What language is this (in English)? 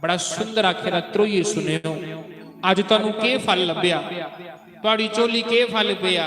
Dogri